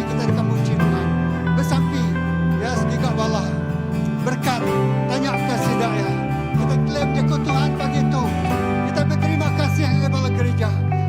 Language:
Iban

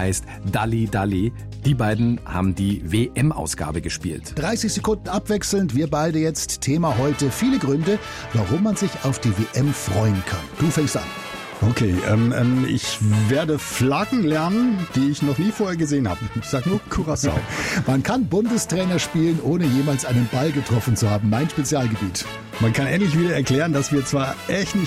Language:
German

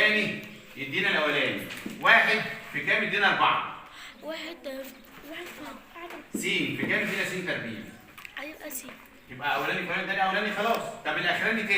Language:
Egyptian Arabic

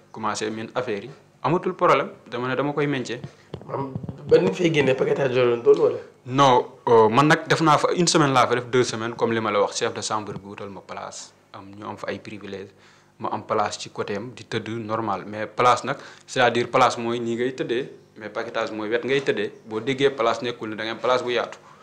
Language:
Wolof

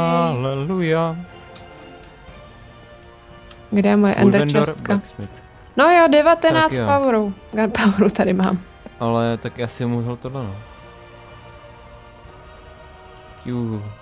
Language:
Czech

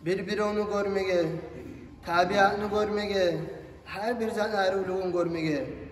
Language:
Kumyk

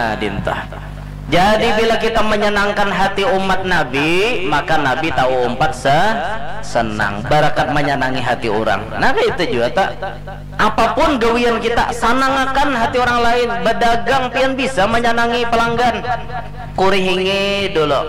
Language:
Banjar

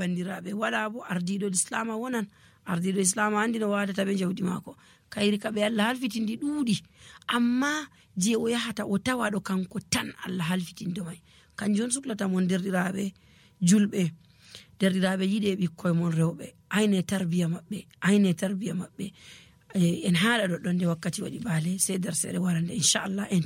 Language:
Nigerian Fulfulde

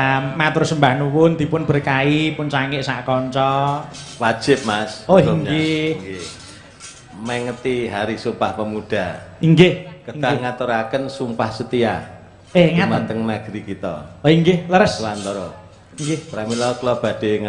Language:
Javanese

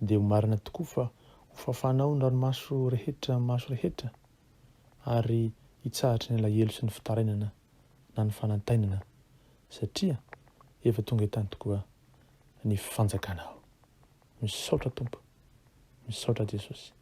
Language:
Malagasy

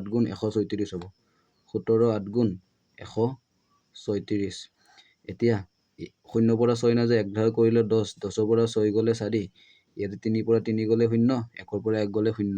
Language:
Assamese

